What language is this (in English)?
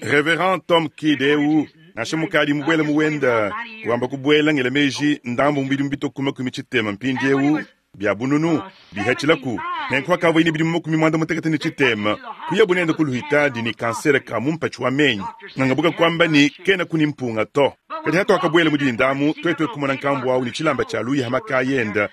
Luba-Lulua